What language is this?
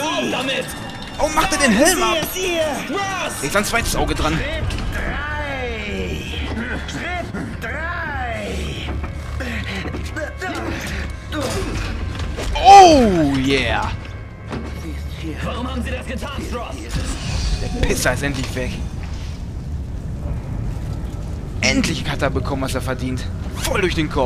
German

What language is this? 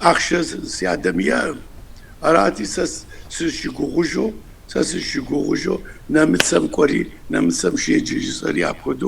Kabardian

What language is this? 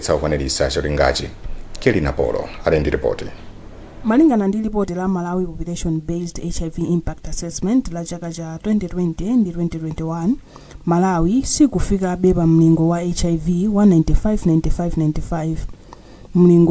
Nyanja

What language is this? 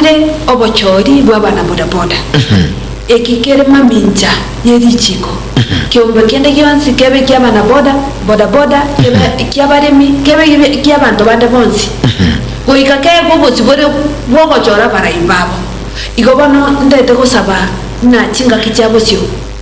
Gusii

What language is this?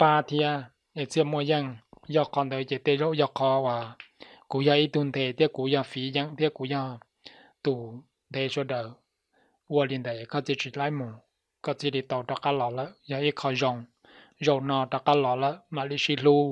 Hmong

